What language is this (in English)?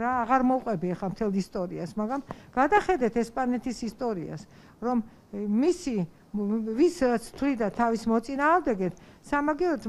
Georgian